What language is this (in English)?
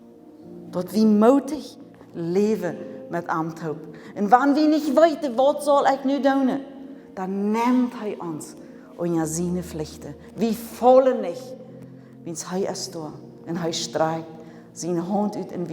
Plautdietsch